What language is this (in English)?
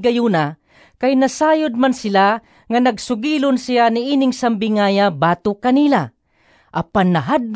Cebuano